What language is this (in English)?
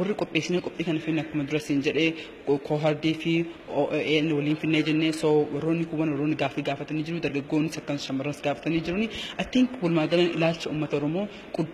Oromo